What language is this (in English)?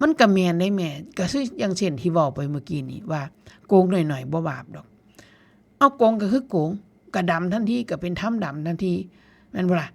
Northeastern Thai